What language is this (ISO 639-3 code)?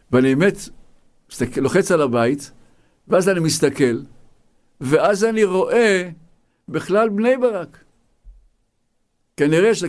heb